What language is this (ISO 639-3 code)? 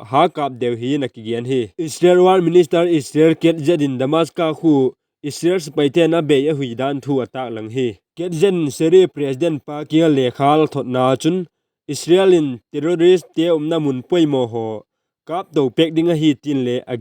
vap